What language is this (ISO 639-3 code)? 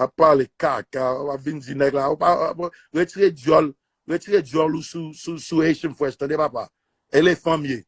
hat